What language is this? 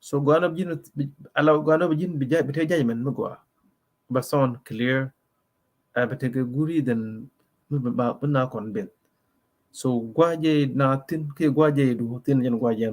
Nuer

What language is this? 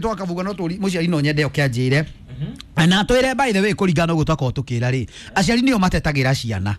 Kikuyu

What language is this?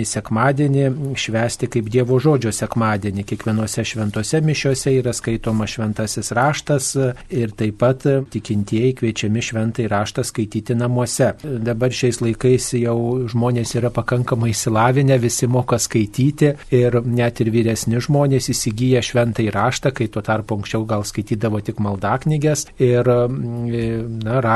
Lithuanian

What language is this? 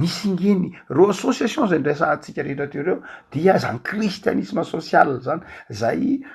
Malagasy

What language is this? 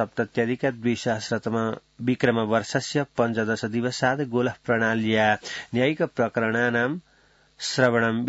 Sanskrit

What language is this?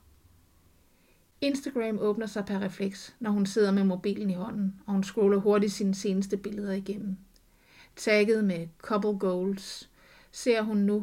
Danish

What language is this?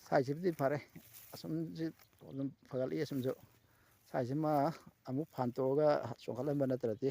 Manipuri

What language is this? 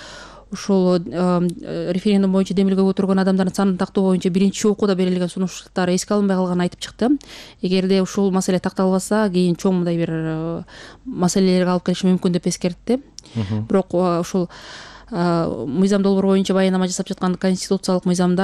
Kyrgyz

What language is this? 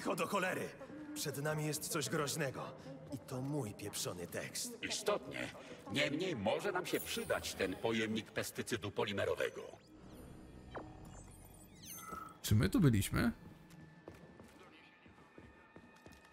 Polish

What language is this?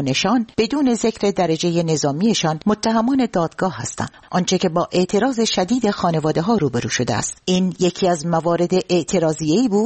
Persian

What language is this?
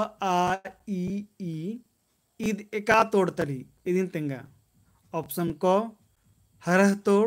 Kurukh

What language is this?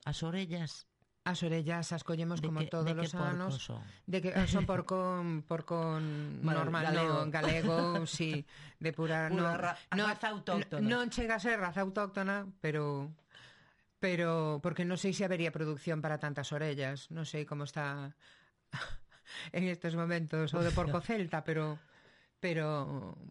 Galician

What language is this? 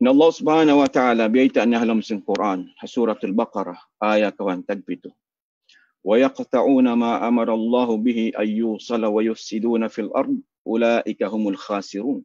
Tausug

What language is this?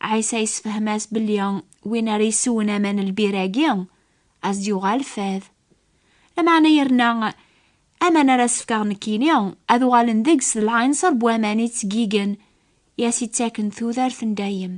Kabyle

